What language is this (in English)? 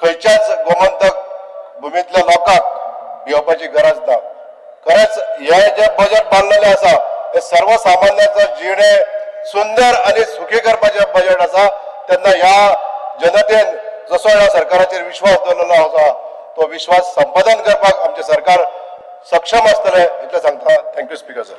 Konkani